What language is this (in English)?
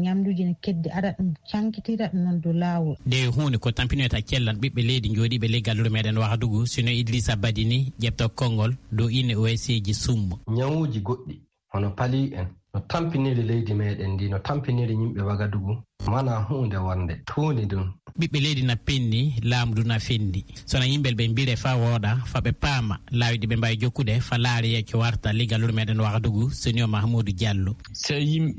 Fula